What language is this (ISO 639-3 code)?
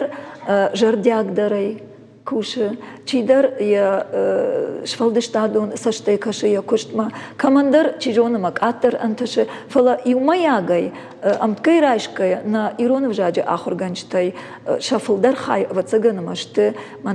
oss